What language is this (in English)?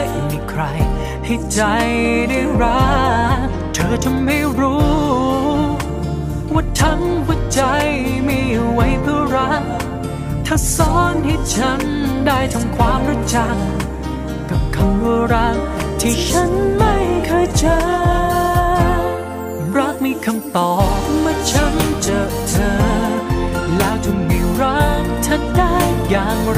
Thai